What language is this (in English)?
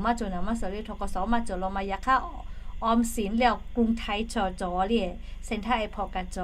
Lahu